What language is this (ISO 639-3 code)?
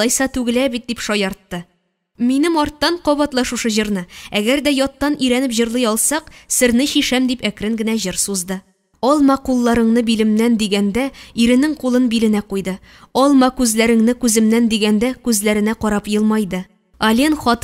tat